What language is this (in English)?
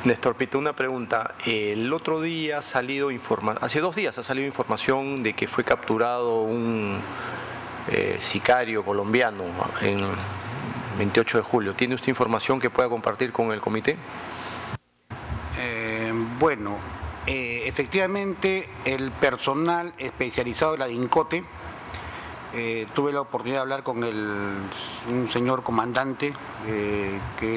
Spanish